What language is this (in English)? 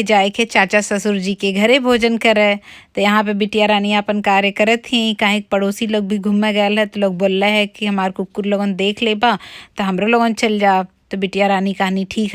Bhojpuri